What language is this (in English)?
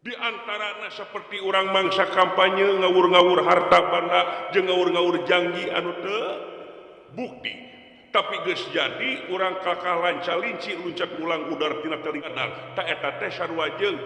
Sundanese